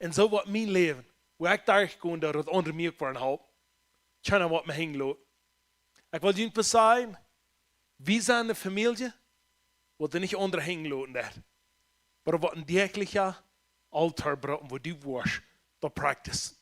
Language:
Plautdietsch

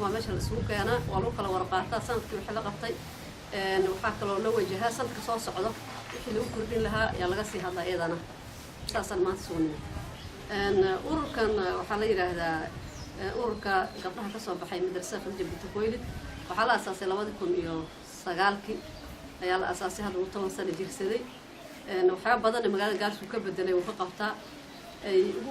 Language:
Somali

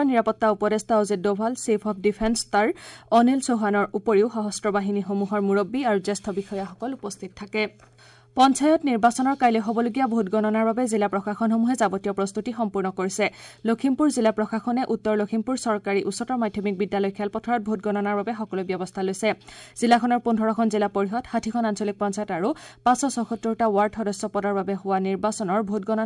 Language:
Assamese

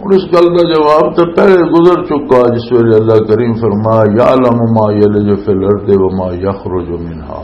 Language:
Western Panjabi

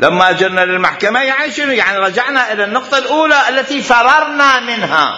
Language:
Mesopotamian Arabic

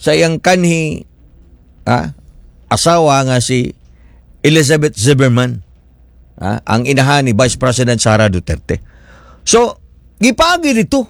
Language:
Cebuano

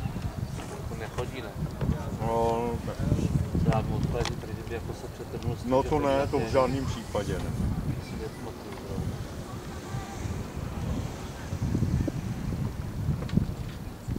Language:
Czech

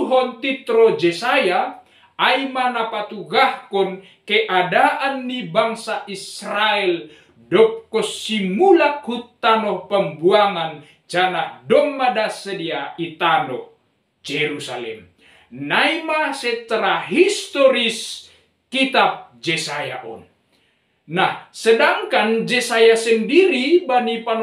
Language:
Batak Simalungun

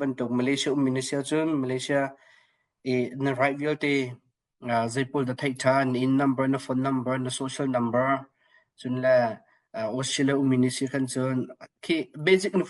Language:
Hakha Chin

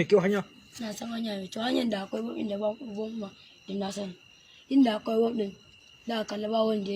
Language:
Hausa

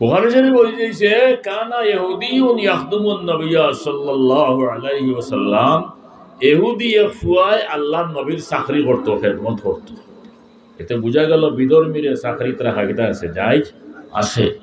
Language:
Sylheti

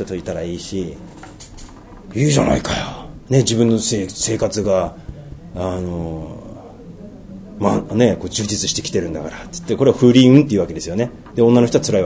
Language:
Japanese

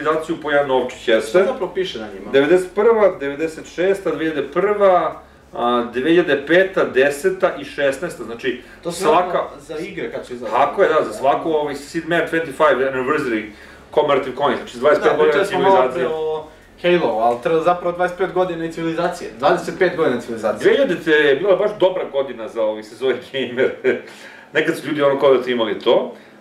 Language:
Serbian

